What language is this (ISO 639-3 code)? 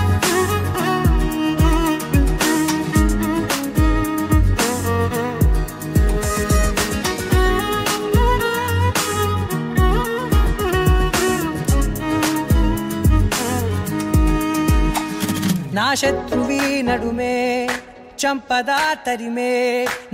tel